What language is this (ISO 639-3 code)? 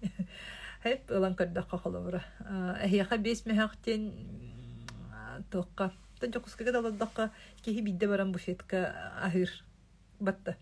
sah